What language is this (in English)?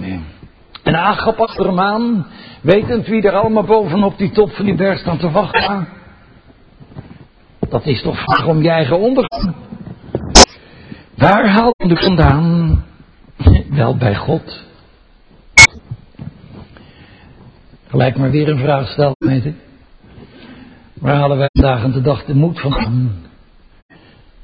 Dutch